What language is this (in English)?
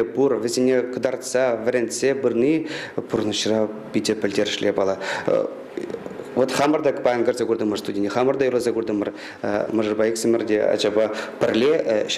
Chuvash